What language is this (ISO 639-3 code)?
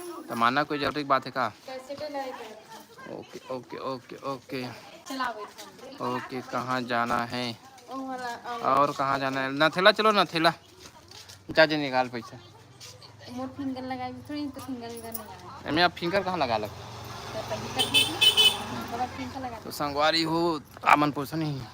hne